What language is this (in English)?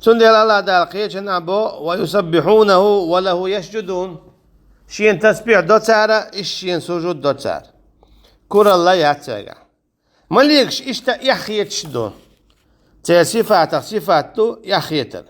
Chechen